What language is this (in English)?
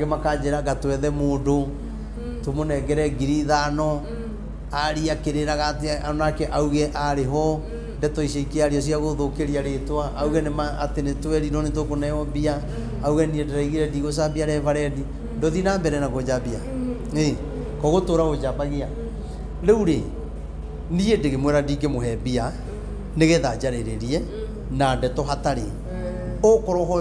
Kikuyu